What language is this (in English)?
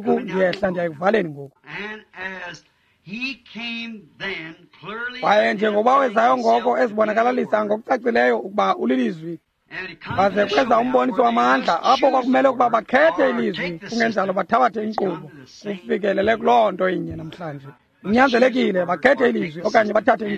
Xhosa